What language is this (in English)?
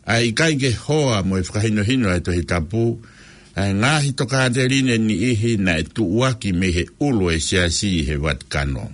Tongan